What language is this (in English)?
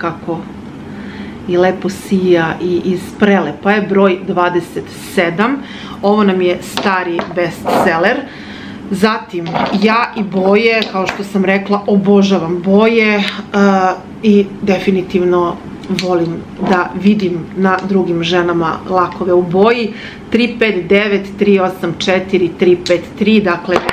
Serbian